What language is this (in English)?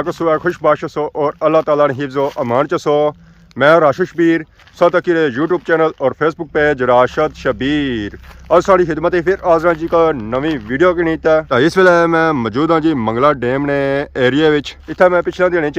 Pahari-Potwari